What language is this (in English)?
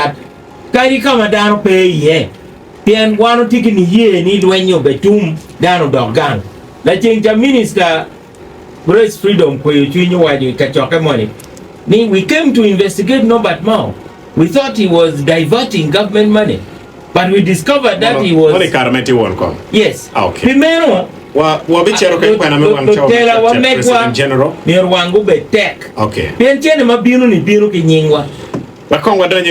Acoli